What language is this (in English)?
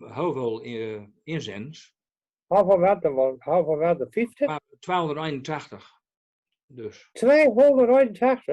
Gronings